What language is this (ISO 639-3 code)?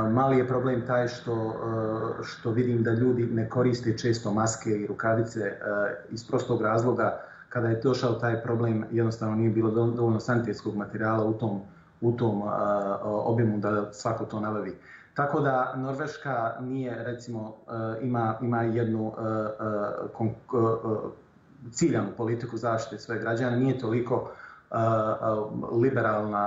bos